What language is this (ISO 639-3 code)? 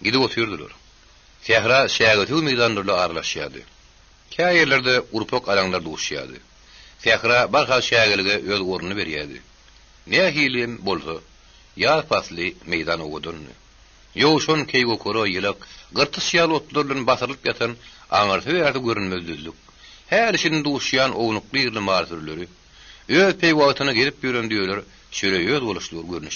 tuk